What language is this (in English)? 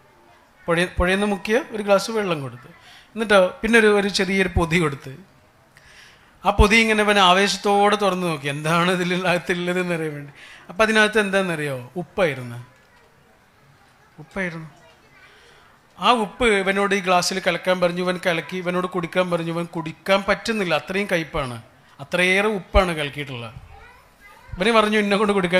Malayalam